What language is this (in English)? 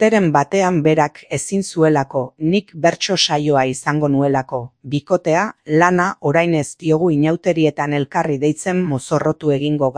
Basque